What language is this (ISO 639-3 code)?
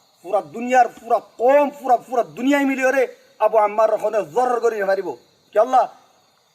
rhg